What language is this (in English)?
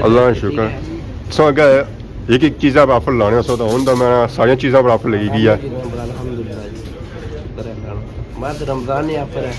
Pahari-Potwari